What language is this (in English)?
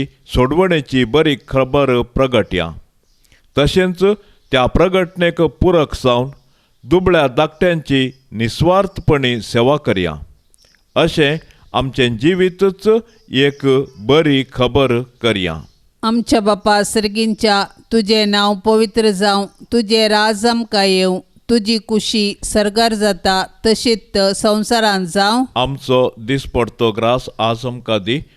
Konkani